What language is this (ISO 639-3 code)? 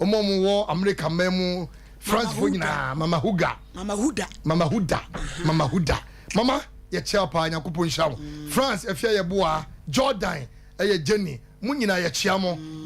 aka